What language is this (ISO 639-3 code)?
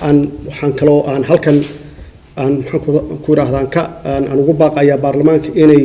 som